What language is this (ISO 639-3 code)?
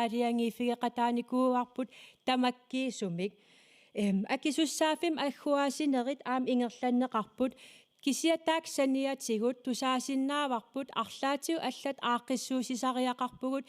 kal